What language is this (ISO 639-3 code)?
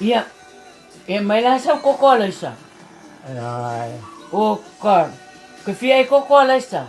smo